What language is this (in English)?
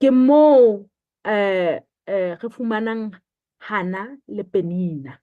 Southern Sotho